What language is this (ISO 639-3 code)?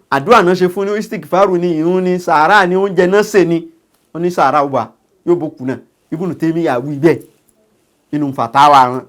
yor